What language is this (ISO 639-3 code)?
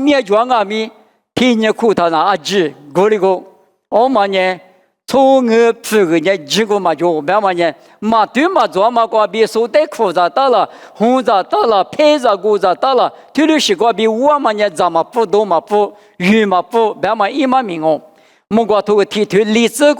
lis